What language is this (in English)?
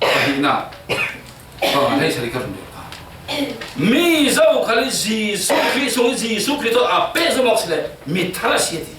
Falam Chin